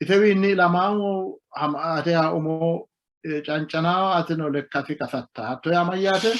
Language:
Sidamo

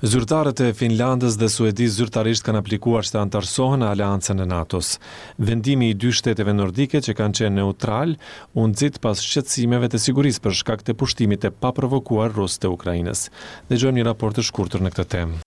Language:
Albanian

